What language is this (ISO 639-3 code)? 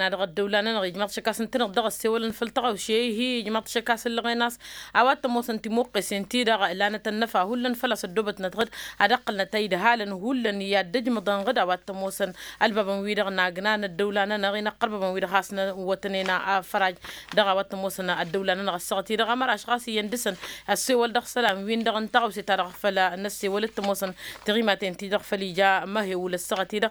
taq